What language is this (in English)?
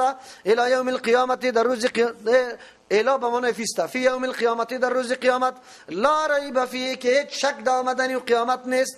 Persian